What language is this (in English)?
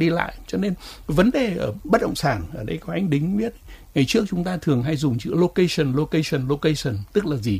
Vietnamese